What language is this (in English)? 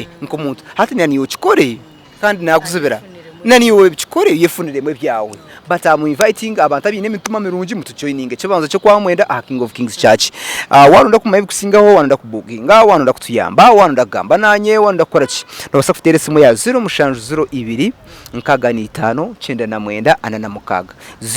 Nyankole